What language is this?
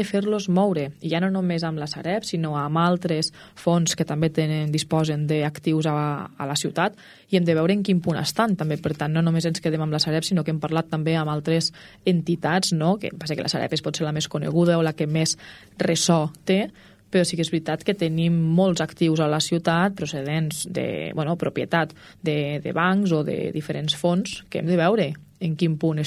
Catalan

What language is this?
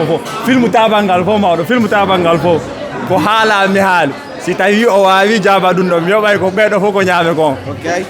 Fula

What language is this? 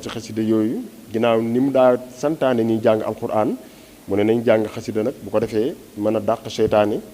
Wolof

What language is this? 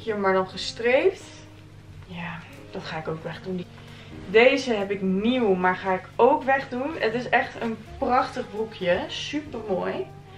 Dutch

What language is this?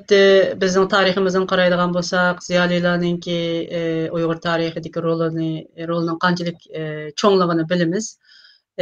Uyghur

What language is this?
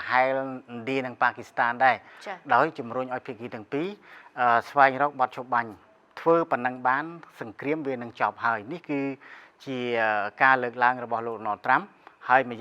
Khmer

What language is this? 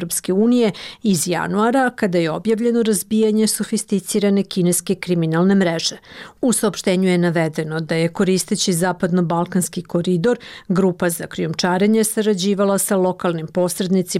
Serbian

